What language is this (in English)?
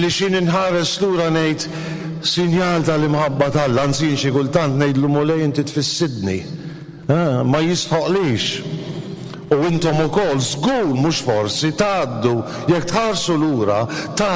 Maltese